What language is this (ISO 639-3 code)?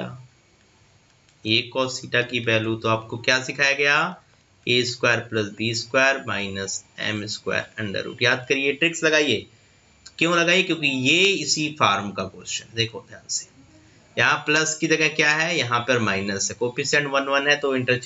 hin